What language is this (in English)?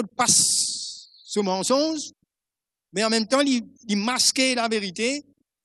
Morisyen